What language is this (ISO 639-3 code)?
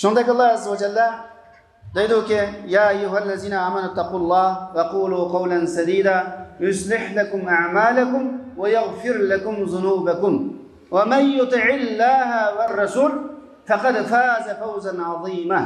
uig